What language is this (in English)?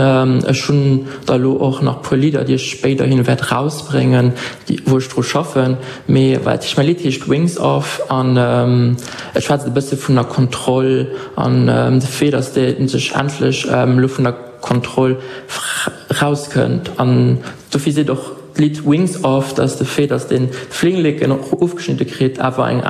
Luxembourgish